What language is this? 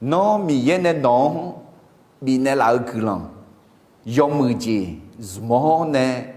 Akha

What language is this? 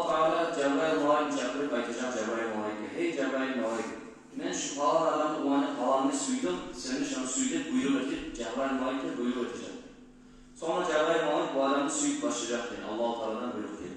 Kumyk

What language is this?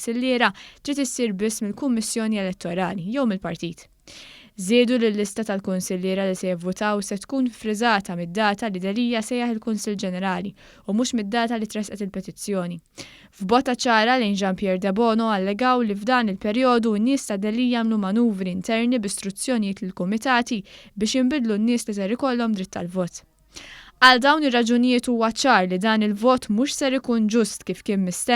Maltese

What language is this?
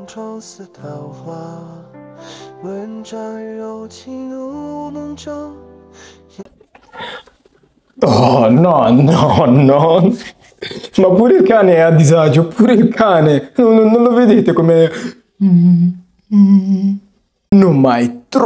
Italian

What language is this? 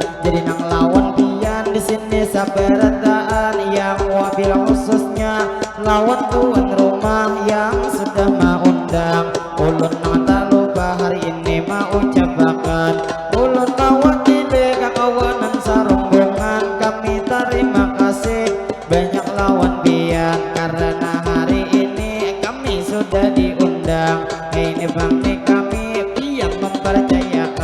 Banjar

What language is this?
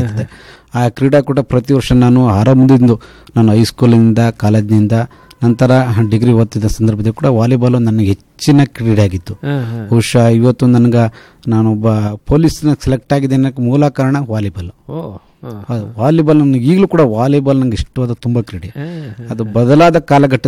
Kannada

